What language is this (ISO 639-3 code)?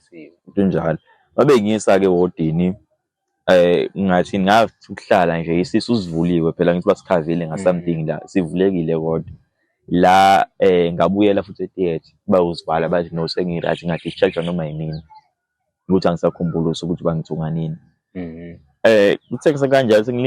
zul